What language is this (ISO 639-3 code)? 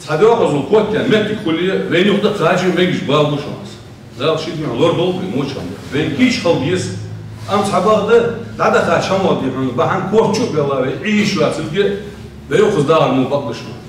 inh